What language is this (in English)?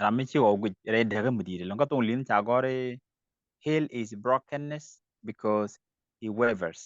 Nuer